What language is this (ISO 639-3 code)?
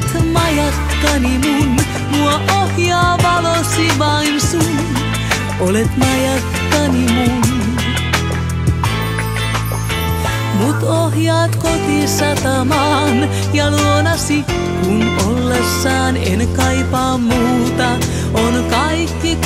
fin